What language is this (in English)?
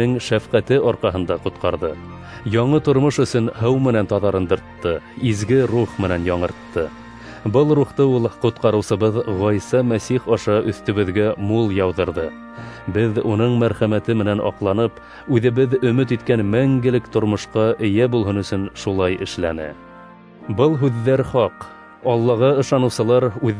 Bashkir